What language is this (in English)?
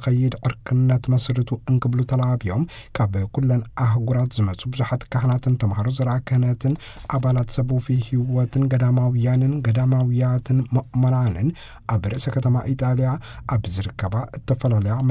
Tigrinya